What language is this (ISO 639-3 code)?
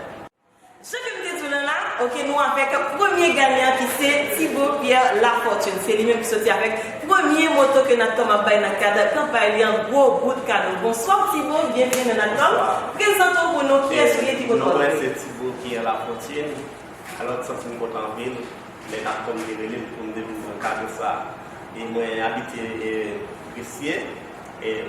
hat